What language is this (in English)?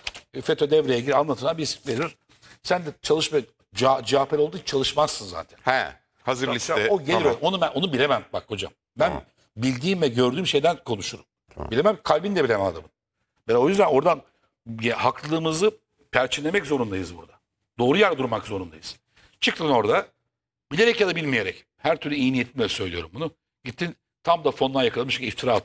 Turkish